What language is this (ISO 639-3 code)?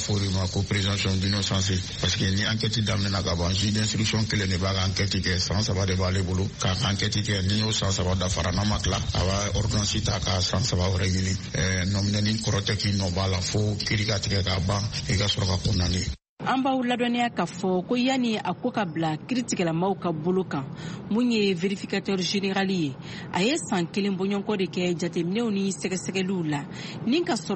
bam